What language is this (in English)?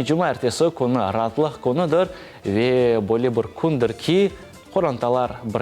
Crimean Tatar